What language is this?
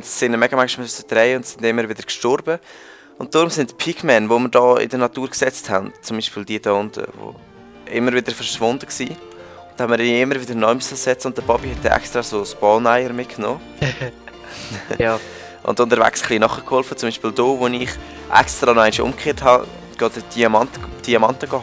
Swiss German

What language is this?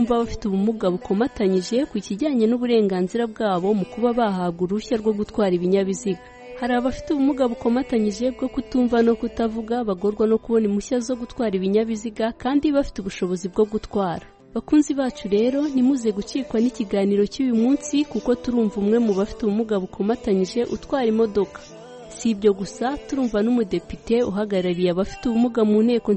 Kinyarwanda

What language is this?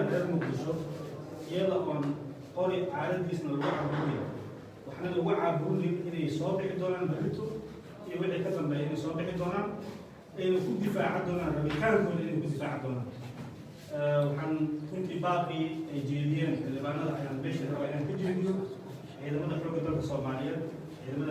Somali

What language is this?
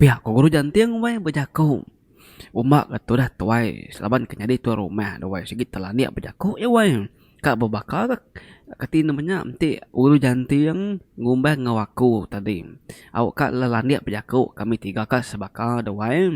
Iban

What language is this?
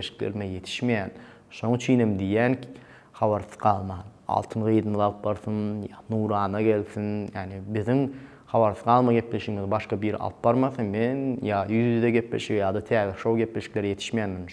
Turkmen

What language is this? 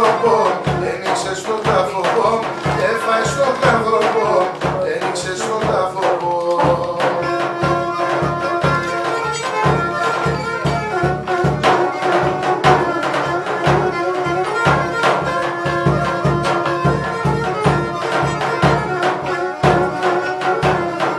Greek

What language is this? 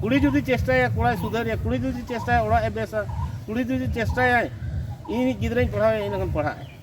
Santali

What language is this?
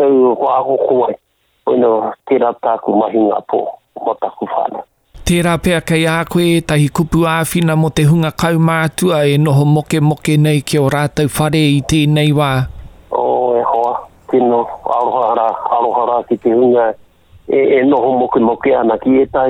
Māori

